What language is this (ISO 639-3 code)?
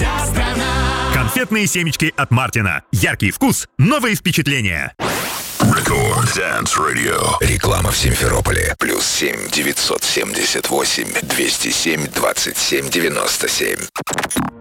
rus